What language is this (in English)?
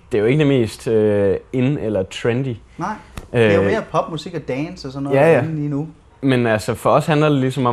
Danish